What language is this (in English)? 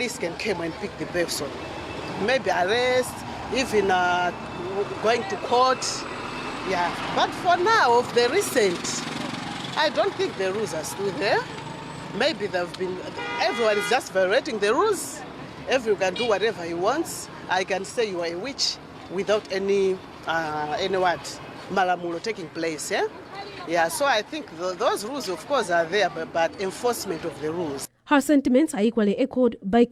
English